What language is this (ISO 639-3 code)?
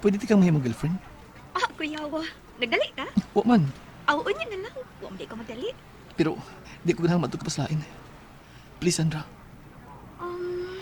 ceb